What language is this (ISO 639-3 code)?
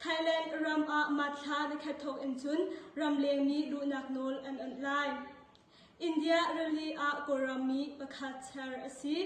cnh